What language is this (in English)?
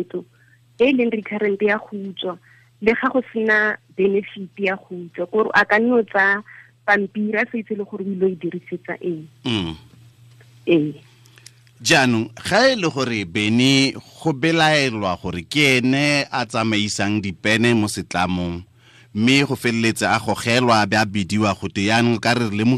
Tswana